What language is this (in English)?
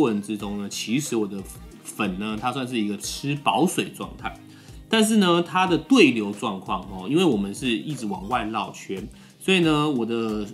Chinese